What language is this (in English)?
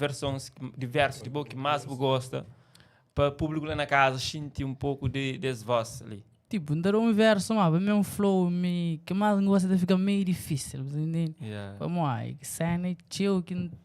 Kabuverdianu